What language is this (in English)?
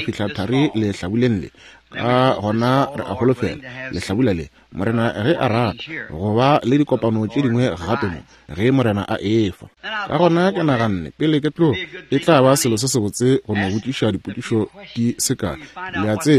Northern Sotho